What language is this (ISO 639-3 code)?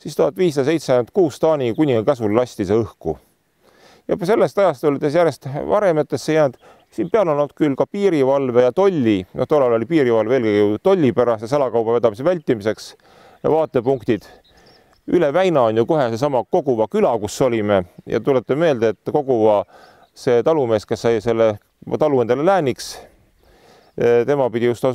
est